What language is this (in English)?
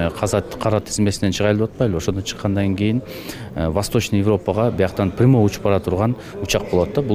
Kyrgyz